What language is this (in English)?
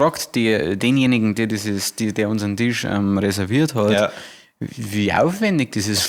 Bavarian